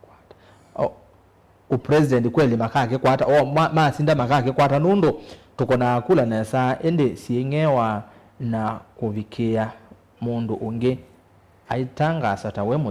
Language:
Kamba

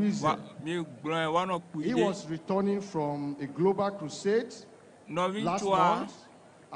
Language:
Ewe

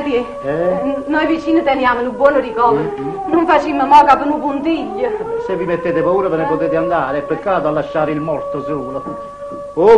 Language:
Neapolitan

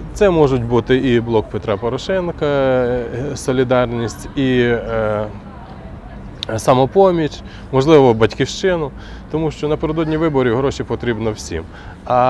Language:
Ukrainian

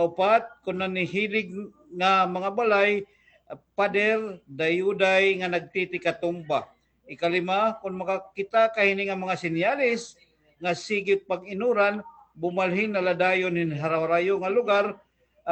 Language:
Waray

